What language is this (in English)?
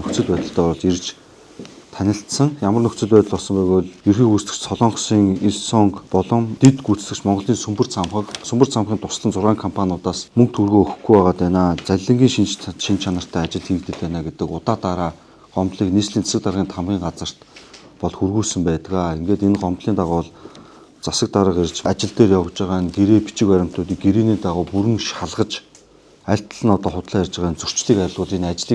Mongolian